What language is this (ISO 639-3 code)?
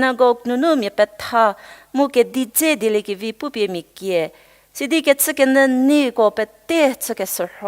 njm